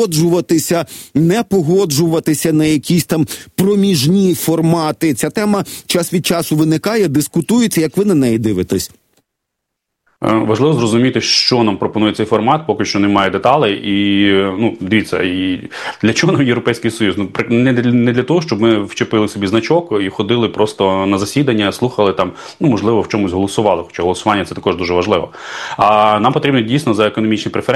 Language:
Ukrainian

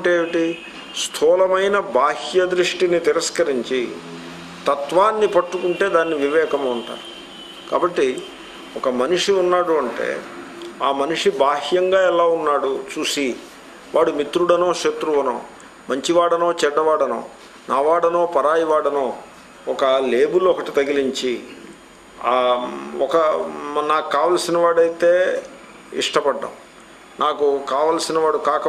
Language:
Telugu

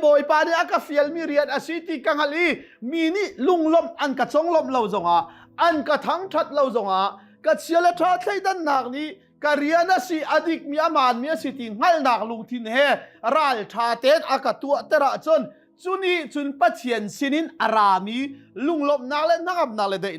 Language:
Hakha Chin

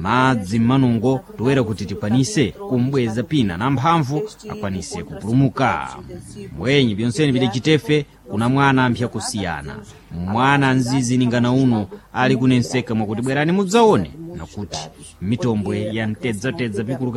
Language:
Sena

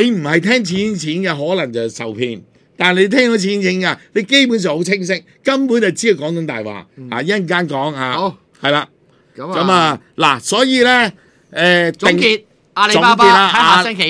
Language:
Cantonese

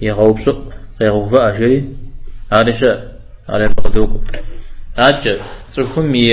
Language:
Kabardian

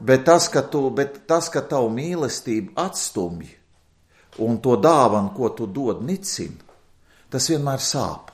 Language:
Latvian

